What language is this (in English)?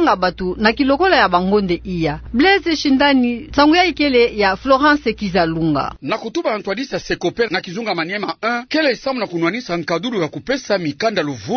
Kituba (Democratic Republic of Congo)